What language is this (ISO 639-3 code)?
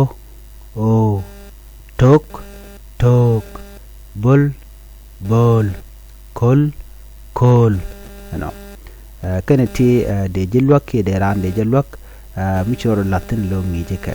nus